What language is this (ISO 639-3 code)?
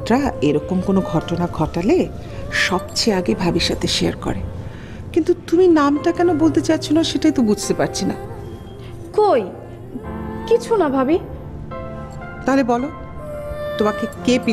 ben